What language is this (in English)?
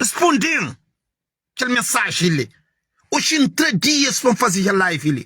Kabuverdianu